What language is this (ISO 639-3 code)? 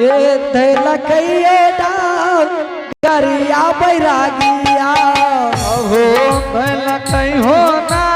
anp